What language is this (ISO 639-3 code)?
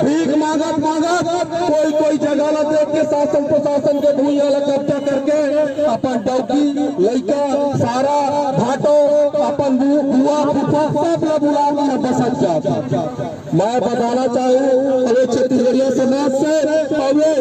hne